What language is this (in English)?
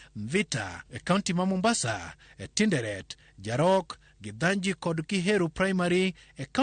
Luo (Kenya and Tanzania)